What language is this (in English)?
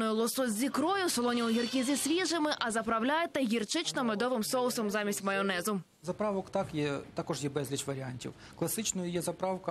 Ukrainian